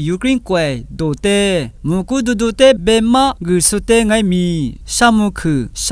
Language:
Lisu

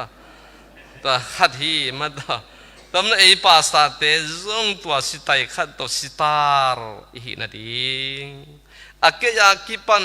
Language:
Tedim Chin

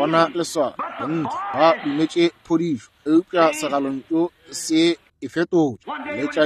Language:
Northern Sotho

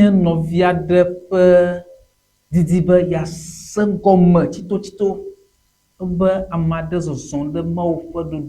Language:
Ewe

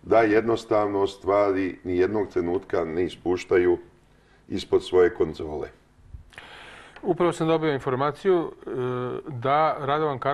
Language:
Serbian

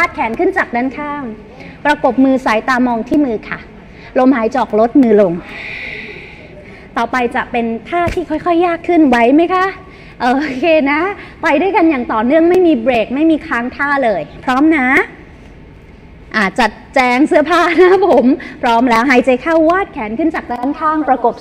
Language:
Thai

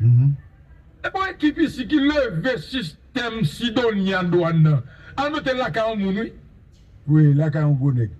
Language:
Haitian Creole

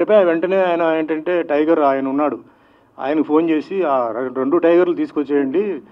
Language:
Telugu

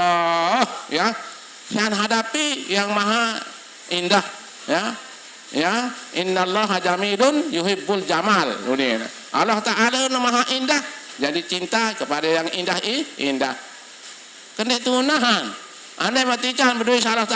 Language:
Sasak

